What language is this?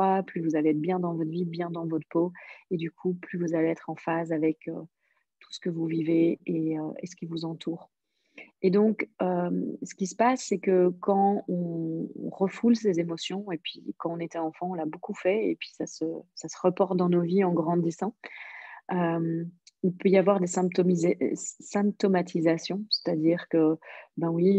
French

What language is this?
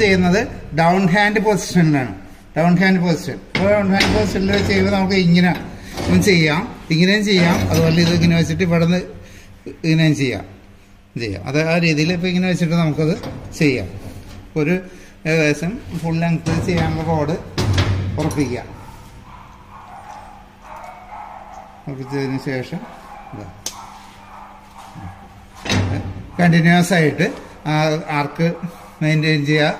Malayalam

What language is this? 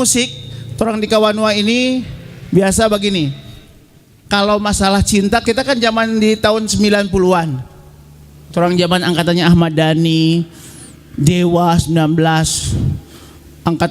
Manado Malay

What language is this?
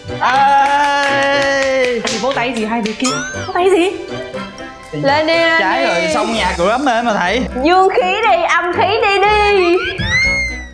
Vietnamese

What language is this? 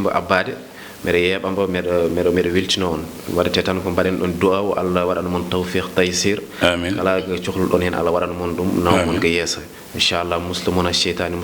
Fula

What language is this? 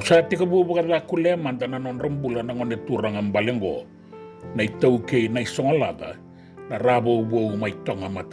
Fijian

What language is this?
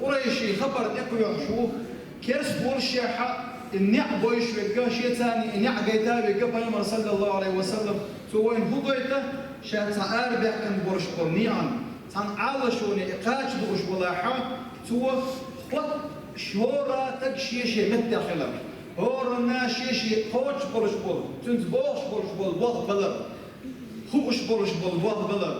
Chechen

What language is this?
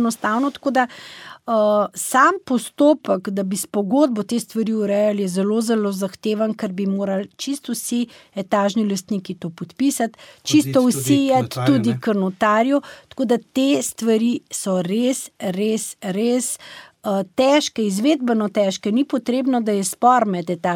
Slovenian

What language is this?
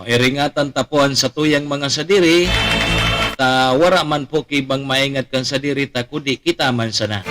Bikol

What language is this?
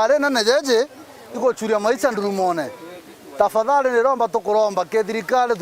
Meru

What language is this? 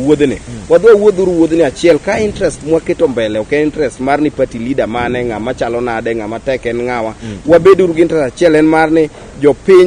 Luo (Kenya and Tanzania)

